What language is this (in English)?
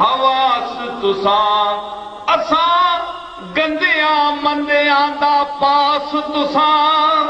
Saraiki